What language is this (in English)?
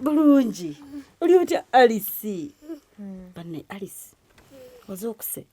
Ganda